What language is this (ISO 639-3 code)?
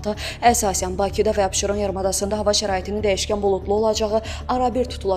aze